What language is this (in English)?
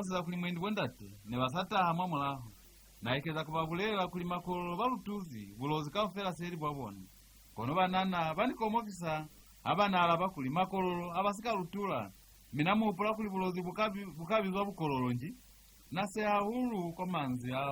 Lozi